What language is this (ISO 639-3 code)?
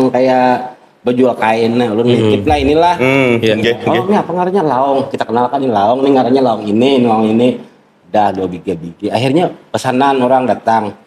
bjn